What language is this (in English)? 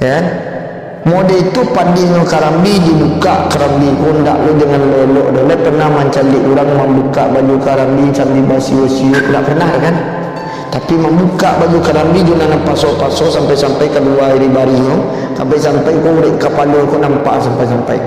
Minangkabau